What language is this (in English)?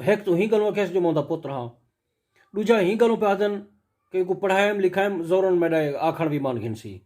Saraiki